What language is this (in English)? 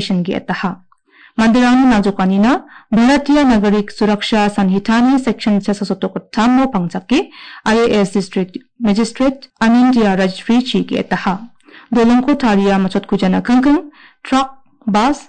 Garo